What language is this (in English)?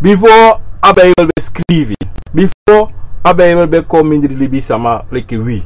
Sranan Tongo